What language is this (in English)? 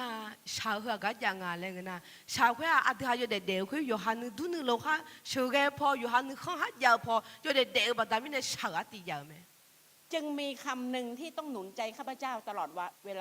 Akha